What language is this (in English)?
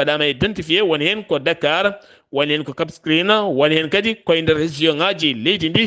Fula